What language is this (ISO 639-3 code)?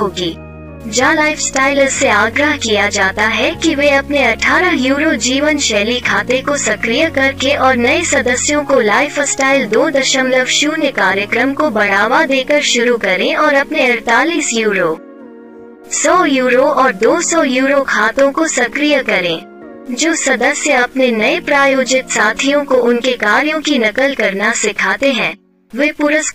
hin